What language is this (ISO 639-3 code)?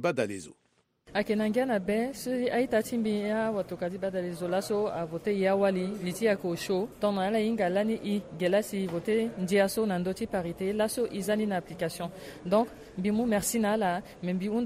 sag